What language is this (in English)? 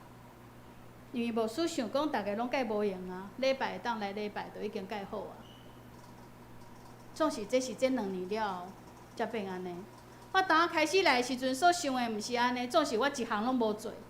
Min Nan Chinese